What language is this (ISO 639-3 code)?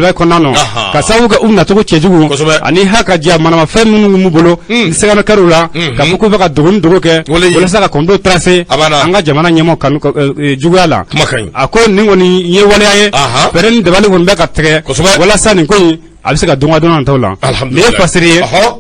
bam